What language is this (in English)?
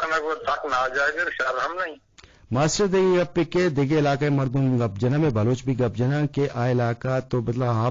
Eastern Balochi